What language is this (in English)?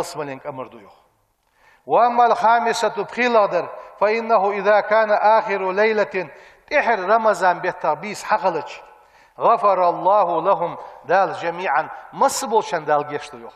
Ingush